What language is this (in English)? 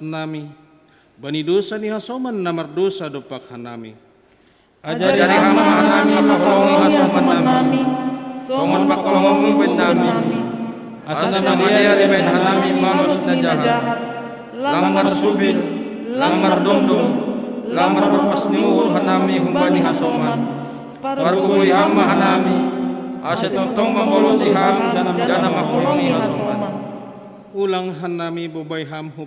Batak Simalungun